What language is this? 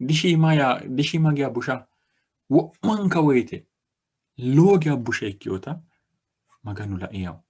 Sidamo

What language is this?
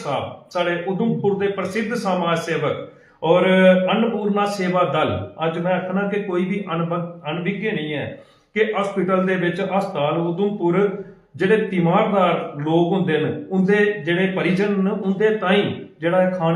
Dogri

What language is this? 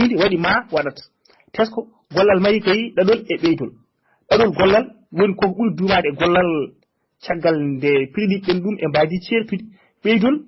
Fula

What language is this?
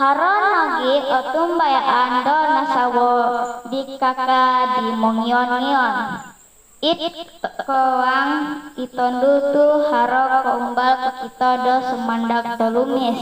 Central Dusun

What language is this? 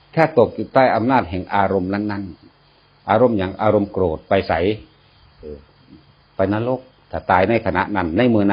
Northeastern Thai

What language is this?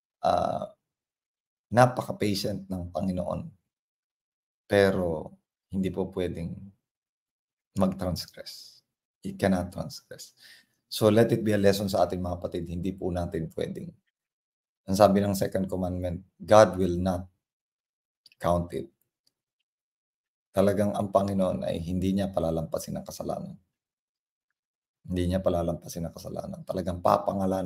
Filipino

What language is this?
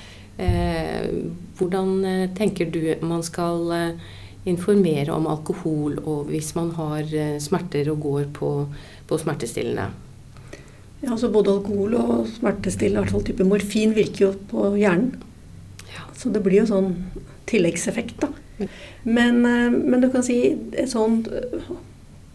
Norwegian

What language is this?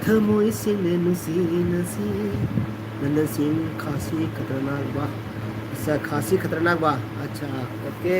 Manipuri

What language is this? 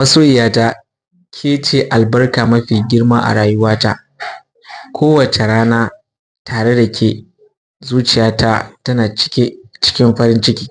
Hausa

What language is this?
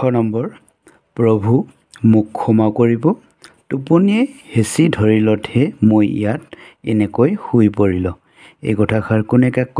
Assamese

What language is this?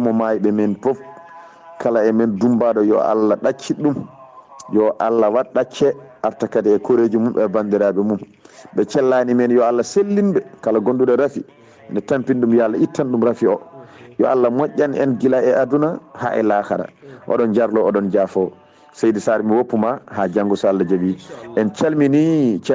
Fula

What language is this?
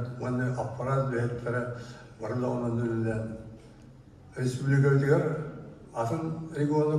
Yakut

